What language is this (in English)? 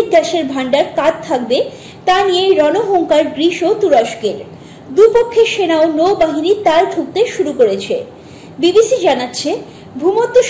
Bangla